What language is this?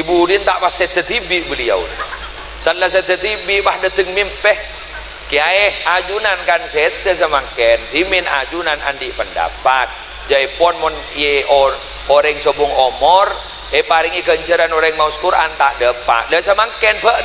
Madurese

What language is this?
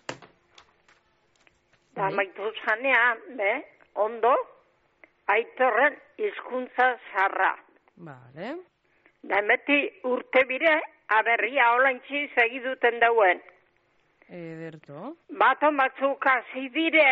Basque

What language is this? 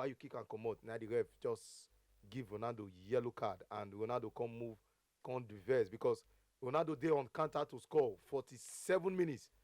Nigerian Pidgin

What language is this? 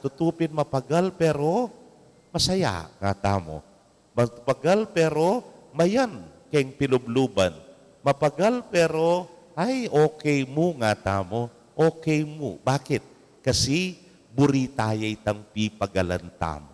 Pampanga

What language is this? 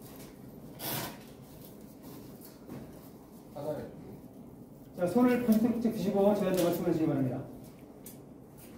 Korean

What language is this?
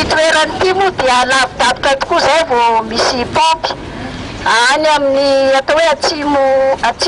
Malagasy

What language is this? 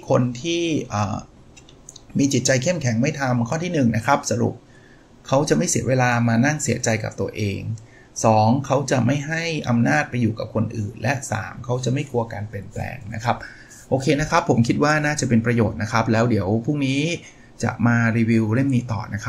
Thai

